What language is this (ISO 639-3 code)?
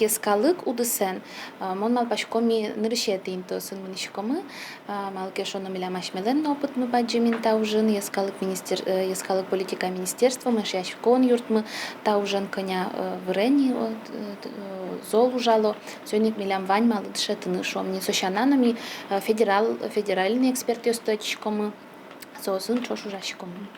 udm